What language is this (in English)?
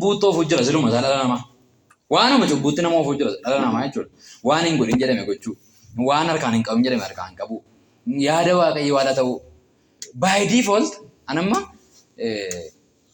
Oromo